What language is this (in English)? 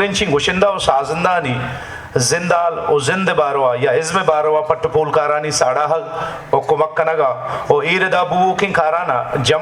Eastern Balochi